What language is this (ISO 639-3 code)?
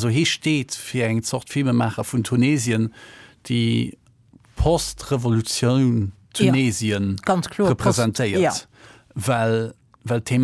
ltz